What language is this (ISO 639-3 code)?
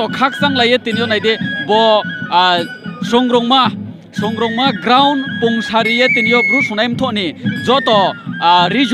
ria